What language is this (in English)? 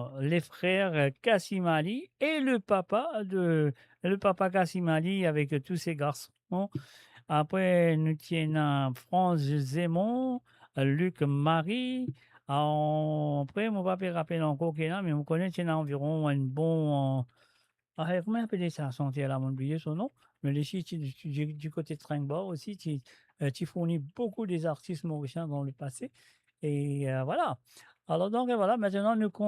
Morisyen